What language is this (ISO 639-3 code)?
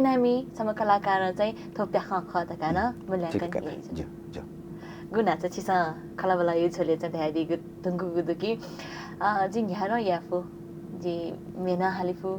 new